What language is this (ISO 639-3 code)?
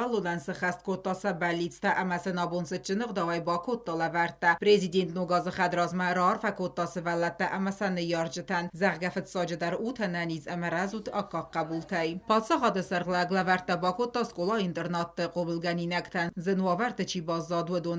oss